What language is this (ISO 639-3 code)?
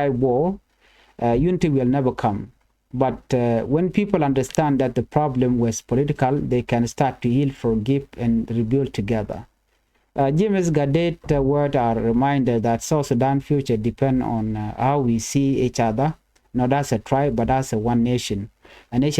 nus